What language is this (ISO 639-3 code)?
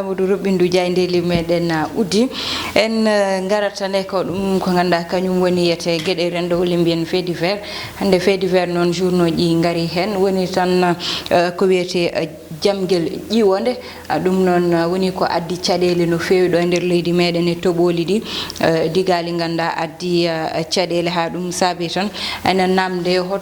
ful